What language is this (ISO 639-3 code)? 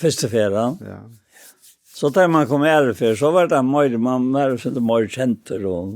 fao